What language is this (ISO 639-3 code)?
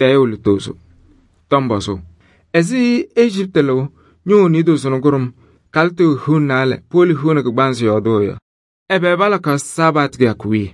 kbp